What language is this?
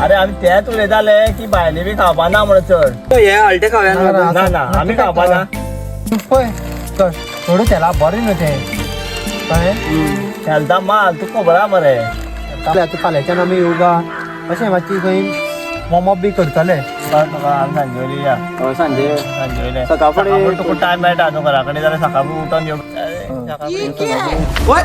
Konkani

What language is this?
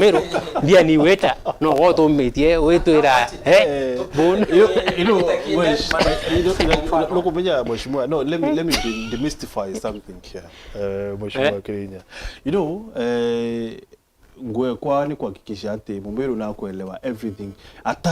Meru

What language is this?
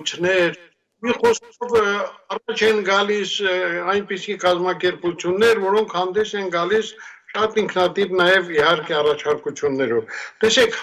Armenian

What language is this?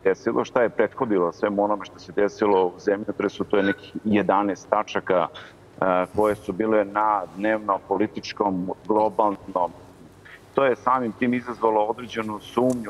Serbian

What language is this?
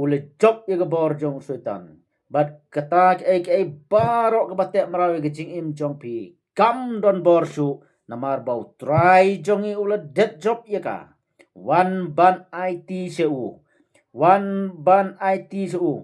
Khasi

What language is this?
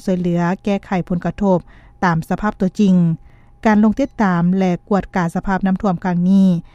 Lao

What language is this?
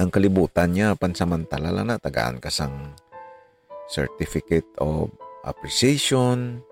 Hiligaynon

